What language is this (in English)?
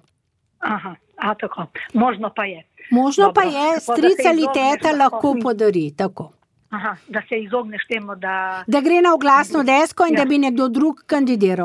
Slovenian